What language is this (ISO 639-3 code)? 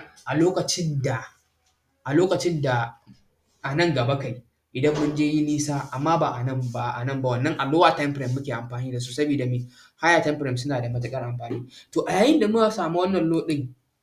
hau